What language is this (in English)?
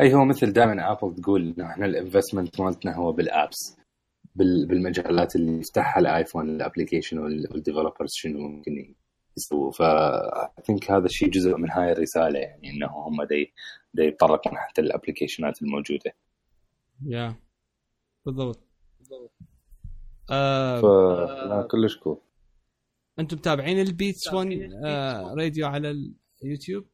Mesopotamian Arabic